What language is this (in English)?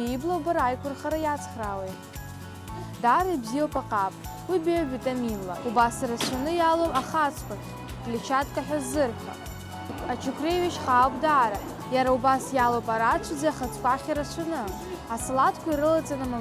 Abkhazian